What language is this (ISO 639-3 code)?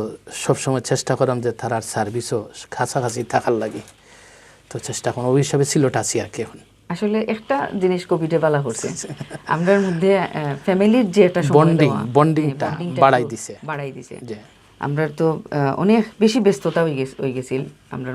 syl